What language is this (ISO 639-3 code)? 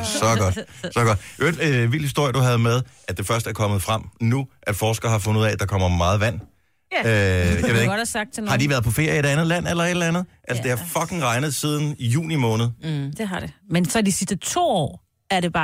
dan